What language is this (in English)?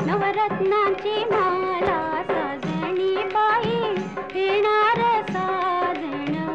Marathi